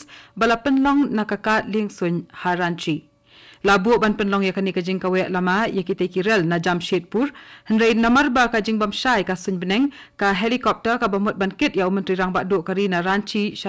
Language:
Khasi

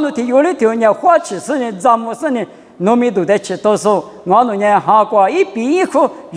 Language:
Lisu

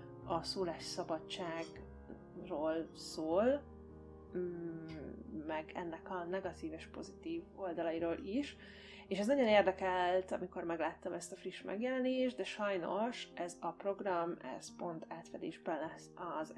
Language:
Hungarian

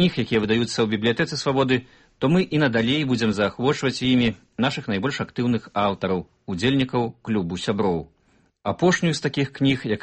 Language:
Belarusian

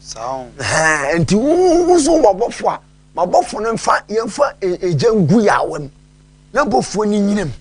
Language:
Akan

